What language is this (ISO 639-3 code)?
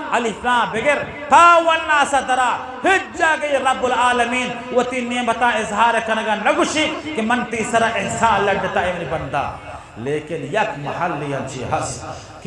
bgp